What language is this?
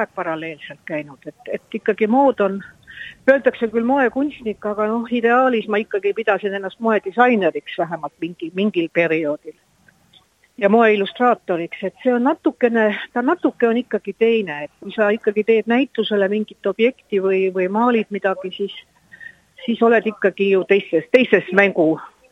Estonian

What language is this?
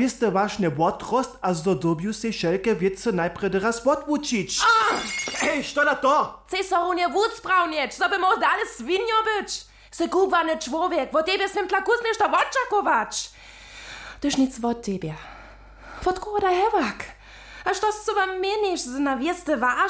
Upper Sorbian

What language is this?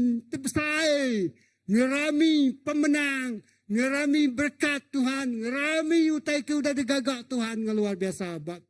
Iban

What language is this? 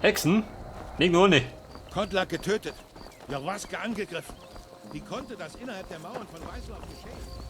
Bavarian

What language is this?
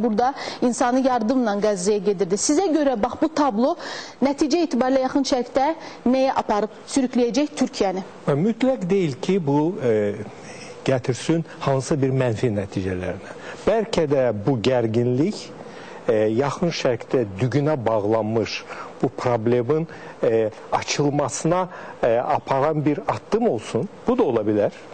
Azerbaijani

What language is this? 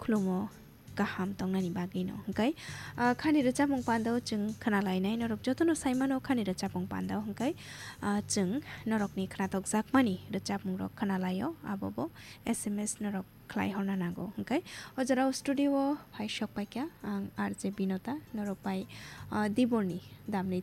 Kok Borok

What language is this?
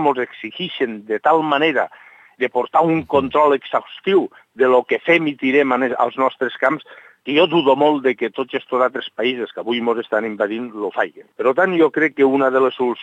Catalan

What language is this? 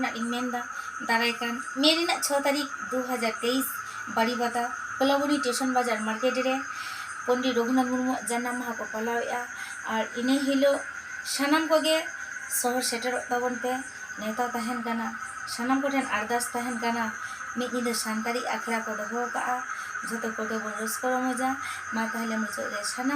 Santali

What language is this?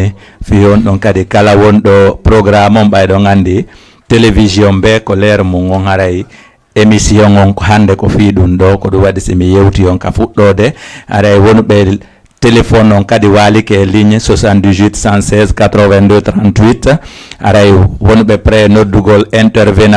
Fula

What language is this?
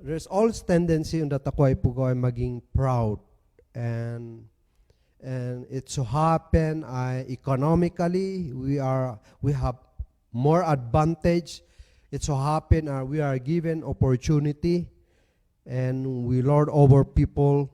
Kankanaey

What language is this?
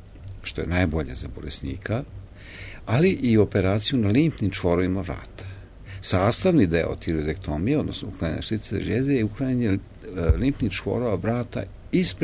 Serbian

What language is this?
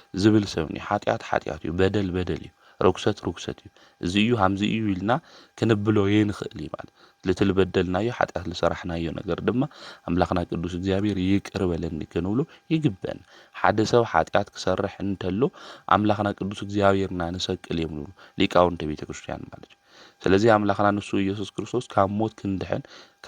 Tigrinya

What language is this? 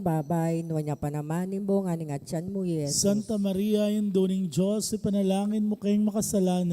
Pampanga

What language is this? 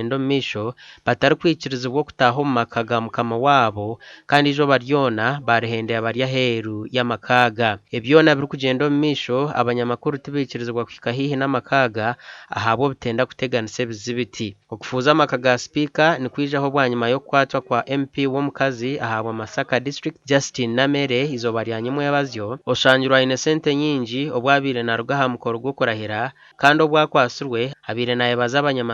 Nyankole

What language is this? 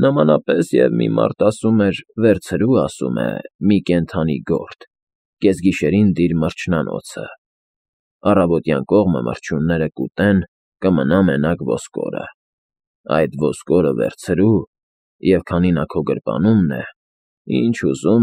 Armenian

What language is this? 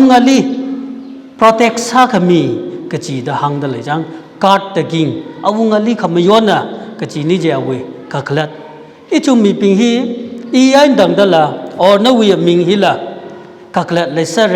Tangkhul Naga (India)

